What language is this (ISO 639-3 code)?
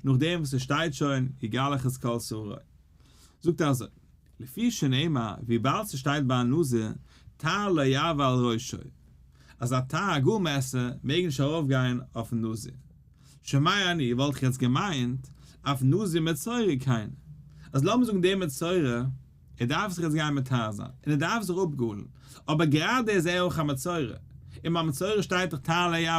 yid